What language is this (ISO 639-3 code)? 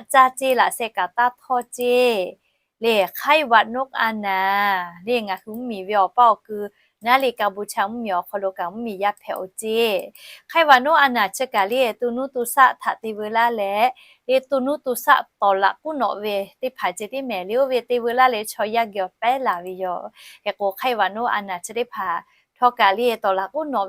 lhu